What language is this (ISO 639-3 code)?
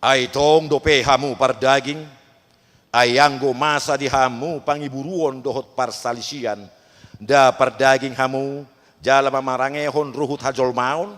bbc